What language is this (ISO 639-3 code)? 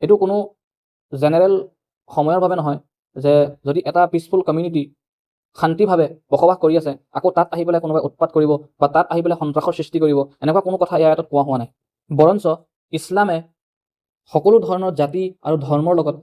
asm